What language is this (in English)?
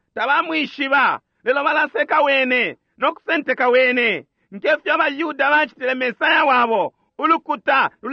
Bemba